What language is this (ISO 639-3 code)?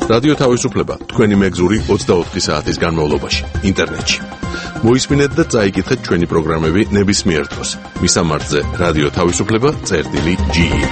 kat